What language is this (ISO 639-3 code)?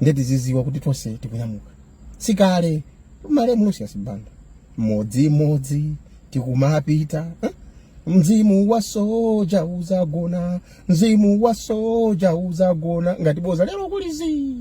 nya